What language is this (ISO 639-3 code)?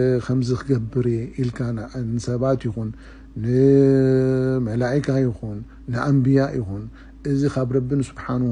tir